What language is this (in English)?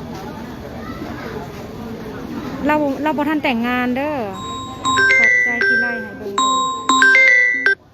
Lao